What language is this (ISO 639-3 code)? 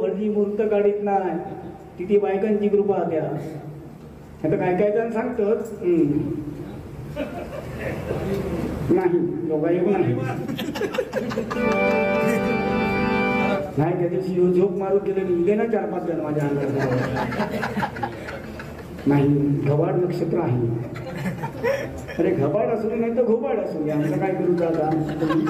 mar